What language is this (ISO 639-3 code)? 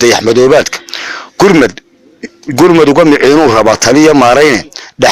som